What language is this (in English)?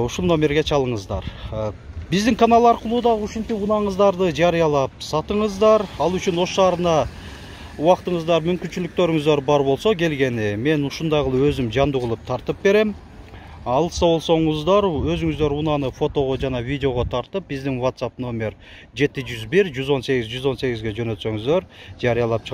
Kyrgyz